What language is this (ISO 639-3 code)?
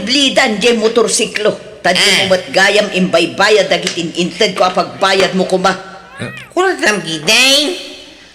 ilo